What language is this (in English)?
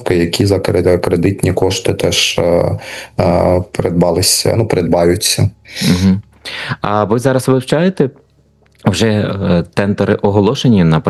Ukrainian